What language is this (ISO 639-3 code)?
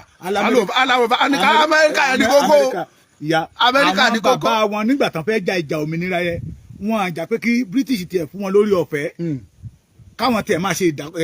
yor